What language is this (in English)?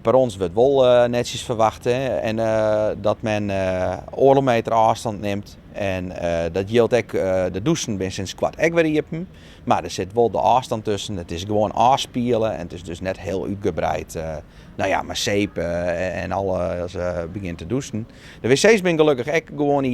Western Frisian